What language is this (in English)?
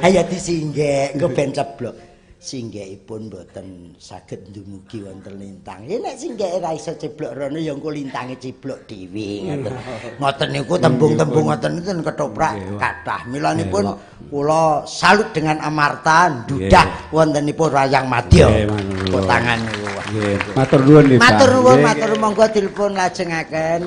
Javanese